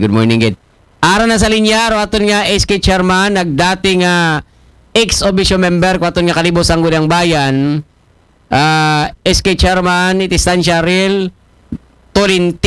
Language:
Aklanon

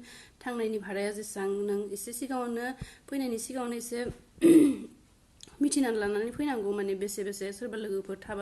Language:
Bodo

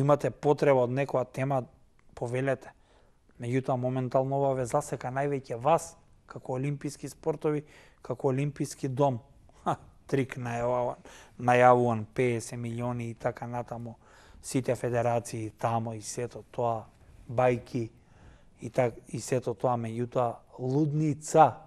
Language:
Macedonian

